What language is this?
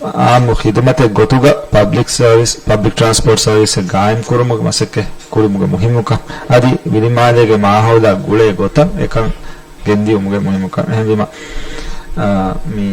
Divehi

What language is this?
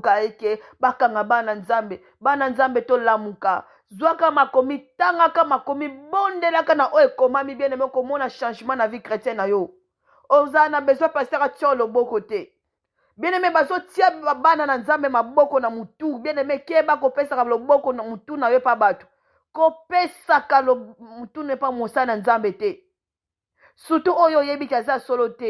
Lingala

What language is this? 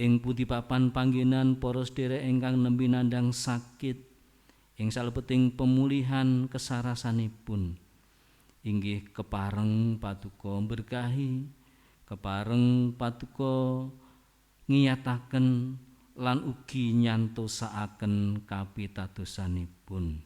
Javanese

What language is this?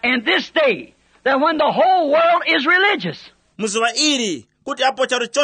Tumbuka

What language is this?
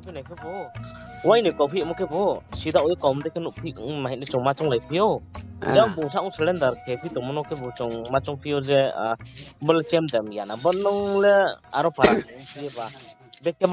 Riang (India)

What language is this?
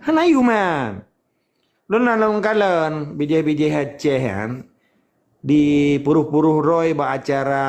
Achinese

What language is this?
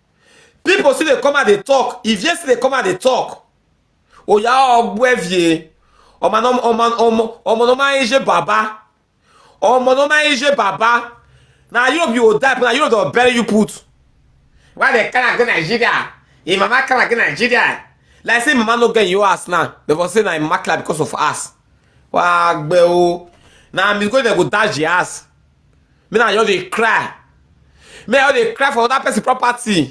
Nigerian Pidgin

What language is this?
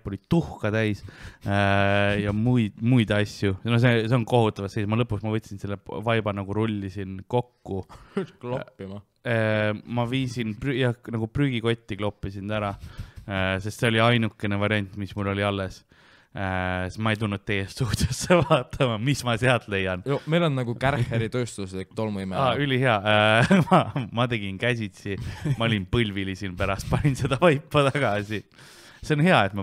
Estonian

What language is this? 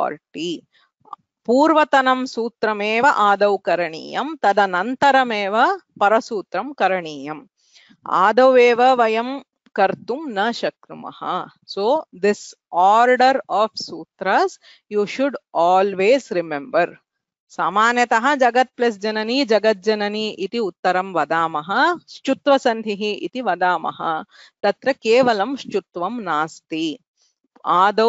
Sanskrit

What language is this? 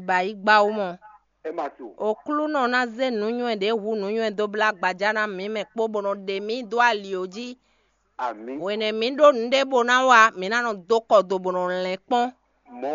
Fon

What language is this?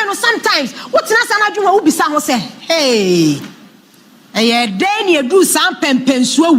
Akan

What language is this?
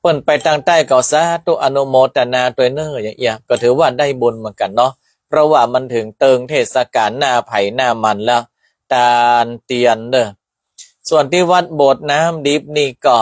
Northern Thai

